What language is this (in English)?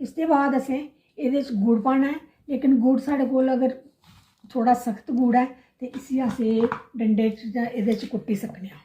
Dogri